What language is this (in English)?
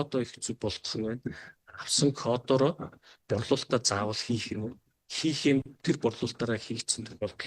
Mongolian